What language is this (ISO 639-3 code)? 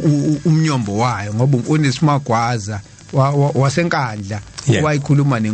zul